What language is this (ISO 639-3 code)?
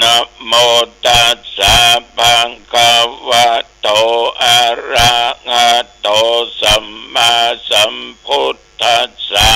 pli